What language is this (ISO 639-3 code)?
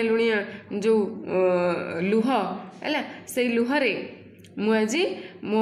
ori